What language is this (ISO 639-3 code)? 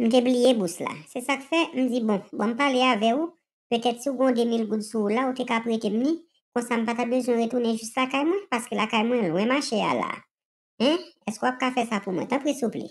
hat